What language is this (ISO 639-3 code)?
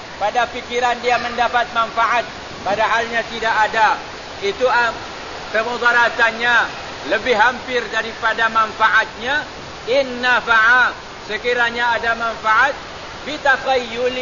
msa